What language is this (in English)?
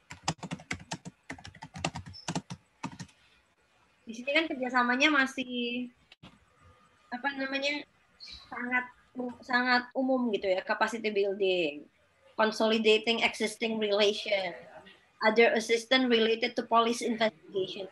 Indonesian